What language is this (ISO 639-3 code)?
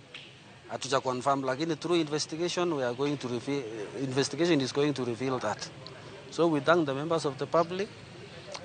luo